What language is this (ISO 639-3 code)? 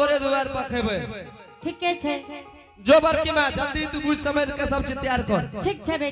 anp